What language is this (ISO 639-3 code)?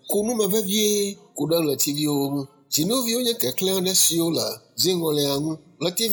ewe